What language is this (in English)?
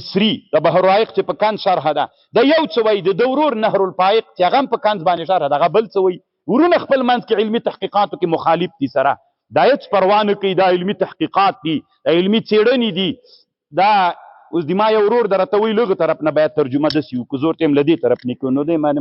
Pashto